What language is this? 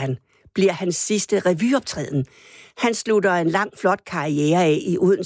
Danish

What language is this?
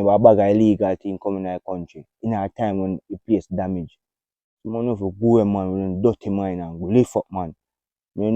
Jamaican Creole English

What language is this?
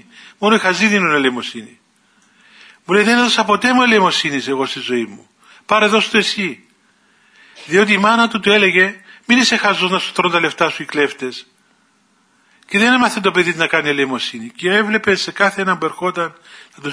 Greek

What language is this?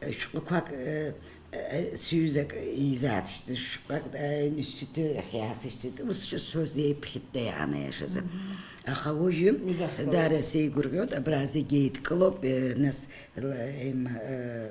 Abkhazian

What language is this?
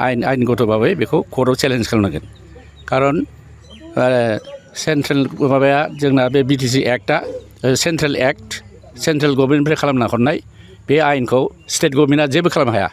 Bodo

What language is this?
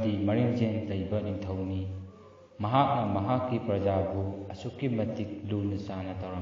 Manipuri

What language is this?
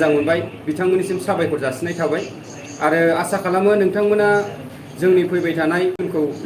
Bodo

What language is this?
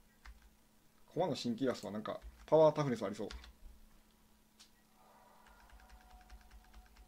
Japanese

